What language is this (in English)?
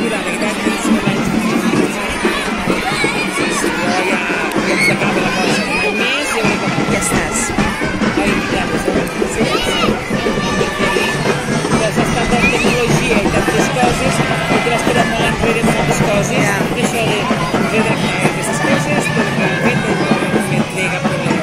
Catalan